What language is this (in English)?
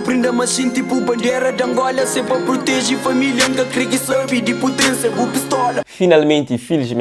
Kabuverdianu